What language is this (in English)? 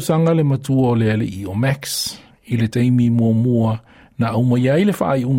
Samoan